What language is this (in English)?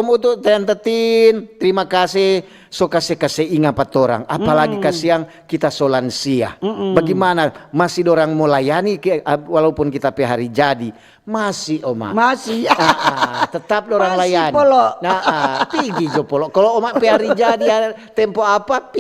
Manado Malay